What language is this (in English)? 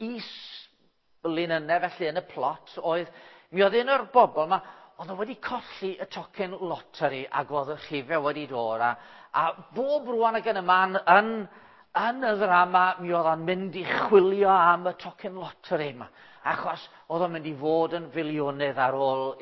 Welsh